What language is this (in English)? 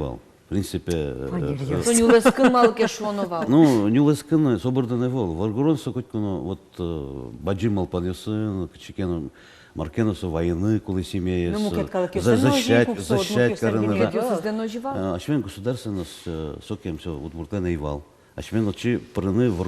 Udmurt